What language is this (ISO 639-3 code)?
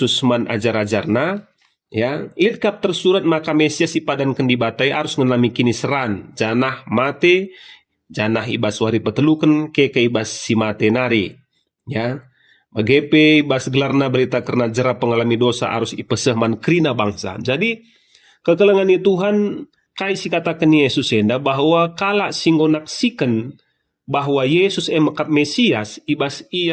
btx